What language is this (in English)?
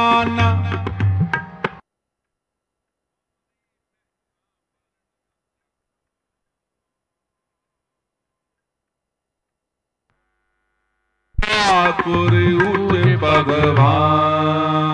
Punjabi